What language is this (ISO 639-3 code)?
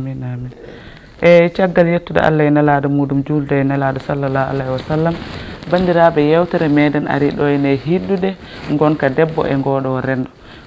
ful